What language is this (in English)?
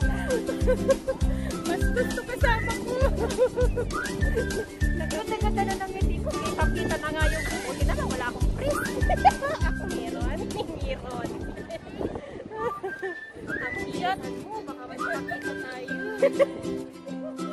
Filipino